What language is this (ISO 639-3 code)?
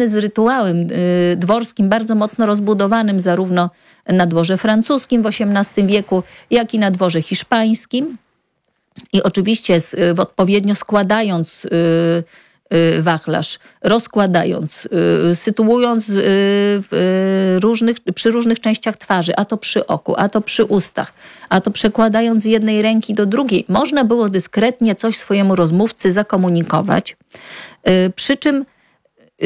pol